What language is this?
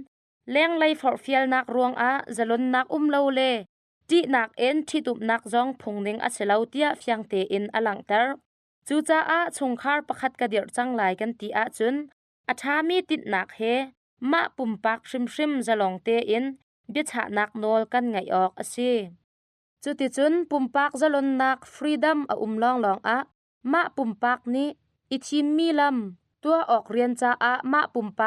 Hakha Chin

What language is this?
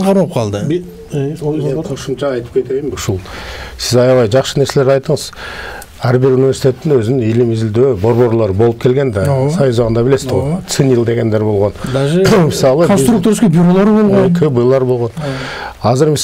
Kyrgyz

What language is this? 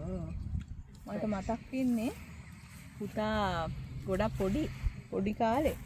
Sinhala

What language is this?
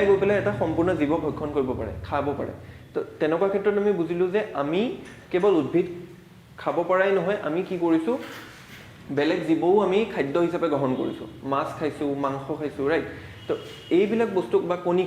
Assamese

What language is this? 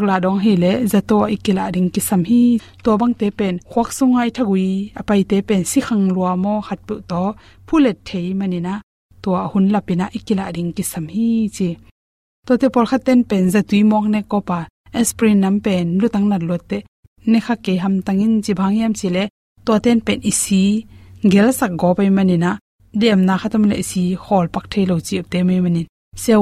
Tedim Chin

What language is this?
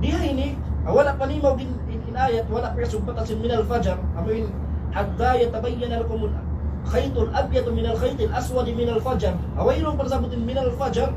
Tausug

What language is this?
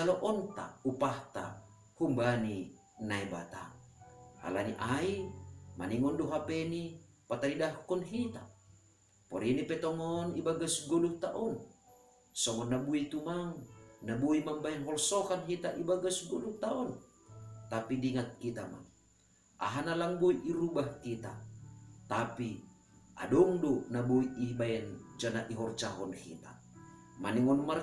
Batak Simalungun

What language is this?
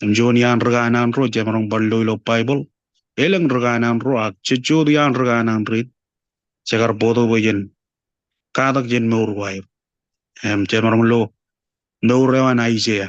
Marshallese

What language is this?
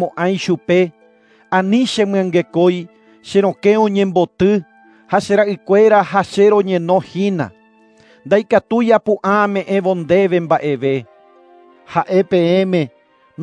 Guarani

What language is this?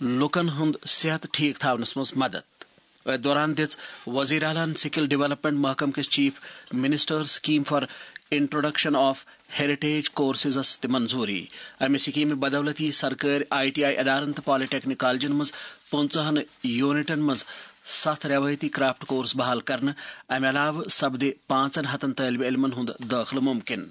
Kashmiri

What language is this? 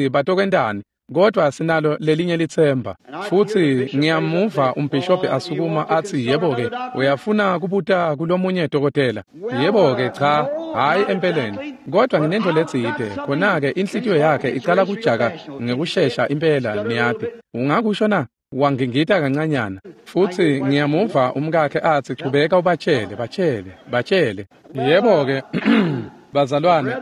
Swati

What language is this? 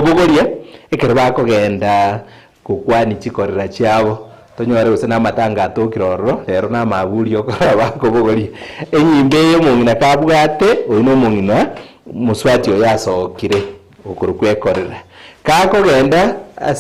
Gusii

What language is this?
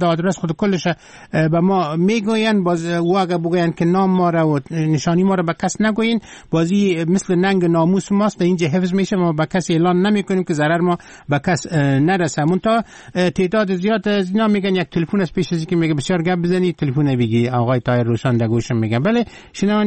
Persian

